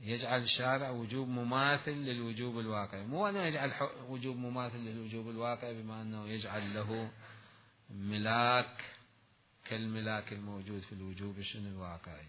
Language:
Mesopotamian Arabic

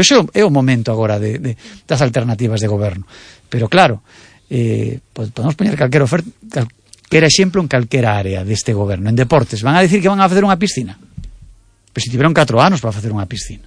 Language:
Galician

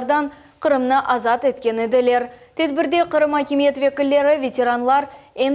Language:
Crimean Tatar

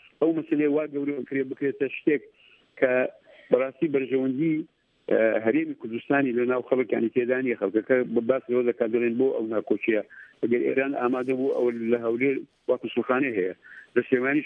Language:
Central Kurdish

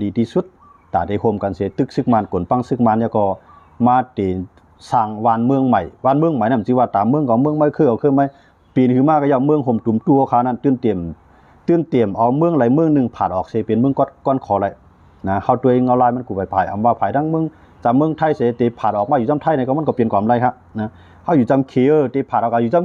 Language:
Shan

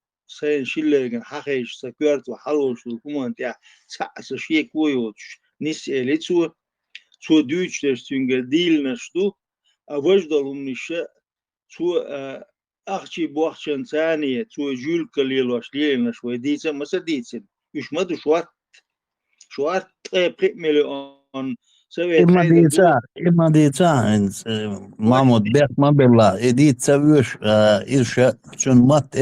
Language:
Chechen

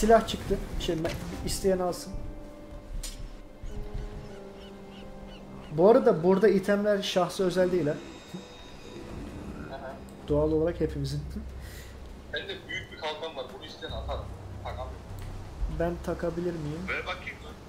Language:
Turkish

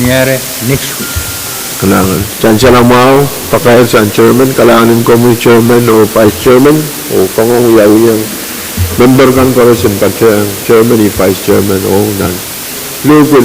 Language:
Pohnpeian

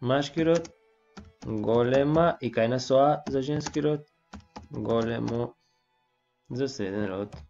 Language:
Macedonian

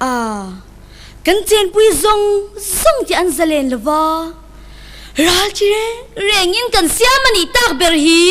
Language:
Hakha Chin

